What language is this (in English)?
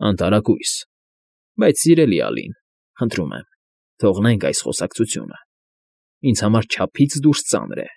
Armenian